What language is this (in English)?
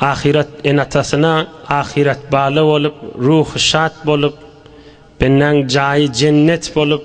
Turkmen